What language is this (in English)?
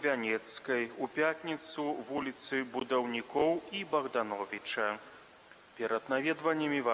Belarusian